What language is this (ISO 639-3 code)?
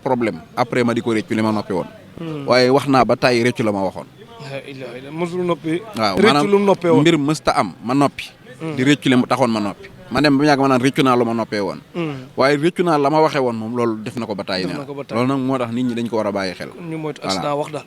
wol